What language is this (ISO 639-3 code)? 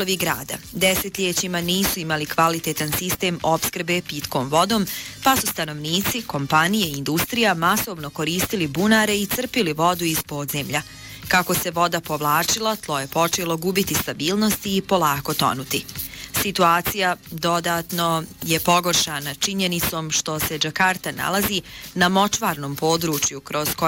bos